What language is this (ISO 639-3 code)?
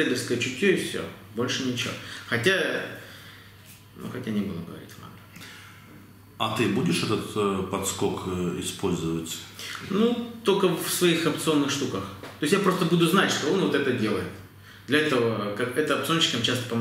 rus